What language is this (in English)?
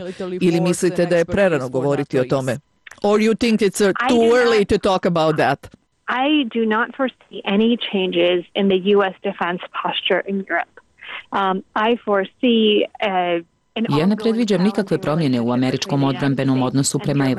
Bosnian